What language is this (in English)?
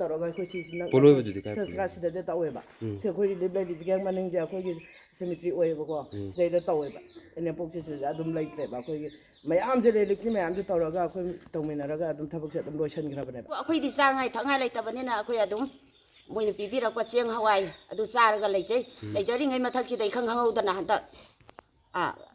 Manipuri